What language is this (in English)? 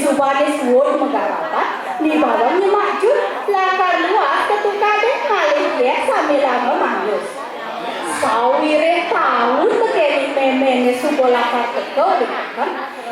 Balinese